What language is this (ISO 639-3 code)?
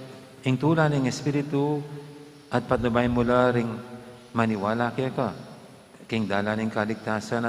pam